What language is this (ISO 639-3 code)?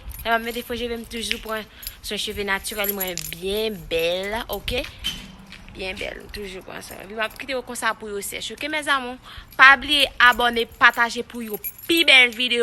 hat